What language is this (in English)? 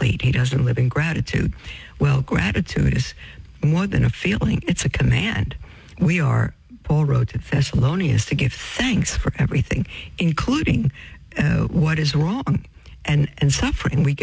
English